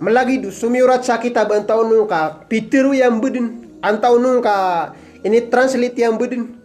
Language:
Maranao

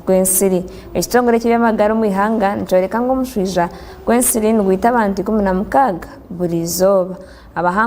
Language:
Nyankole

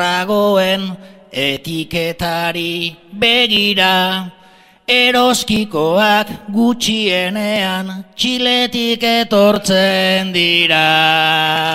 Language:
Basque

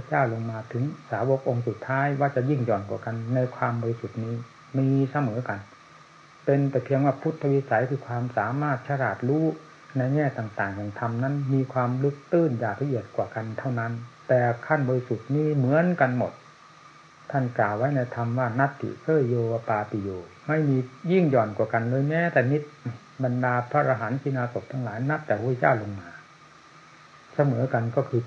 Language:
Thai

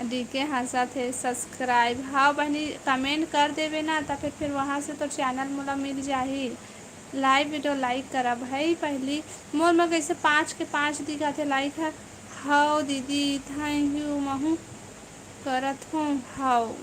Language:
Chhattisgarhi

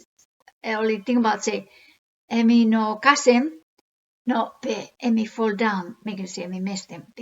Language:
Bislama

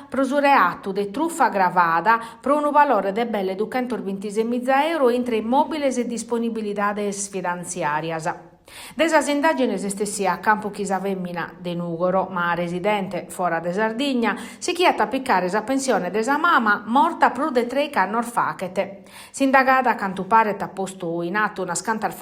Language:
Sardinian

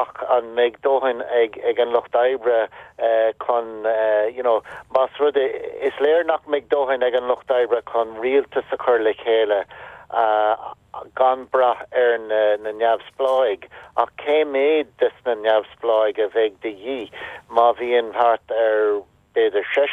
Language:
Irish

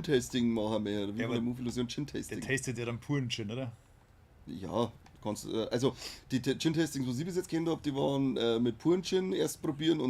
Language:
Bavarian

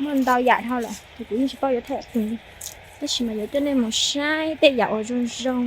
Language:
Hmong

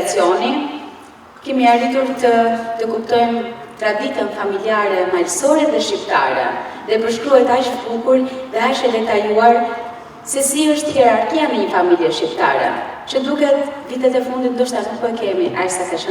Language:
Albanian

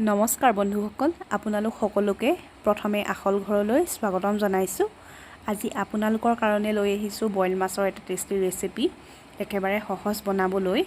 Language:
Assamese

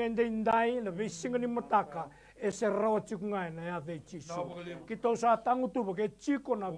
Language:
Fijian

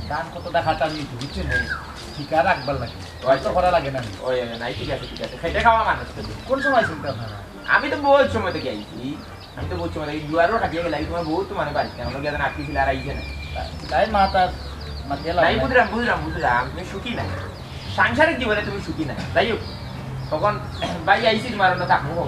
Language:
Sylheti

